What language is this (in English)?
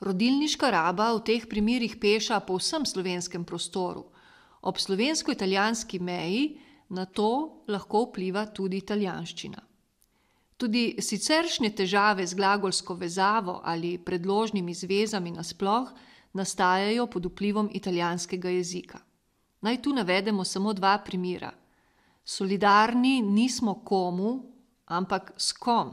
Slovenian